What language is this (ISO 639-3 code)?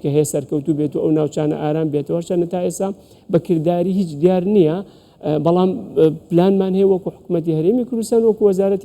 ckb